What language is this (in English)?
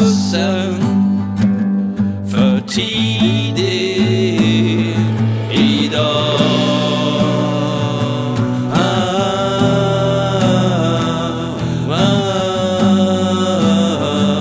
Swedish